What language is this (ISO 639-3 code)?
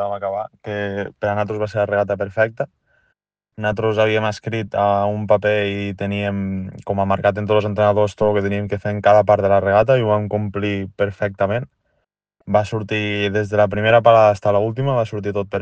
cat